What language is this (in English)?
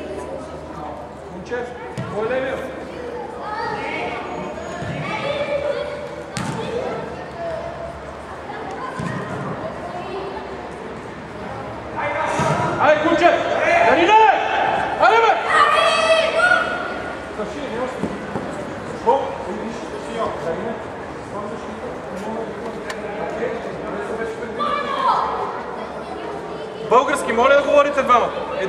Bulgarian